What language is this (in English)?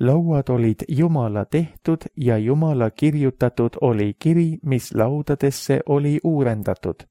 Estonian